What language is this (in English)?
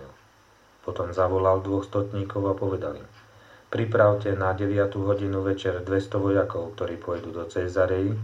Slovak